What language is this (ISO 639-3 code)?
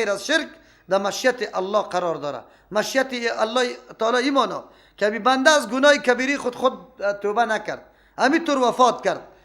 fas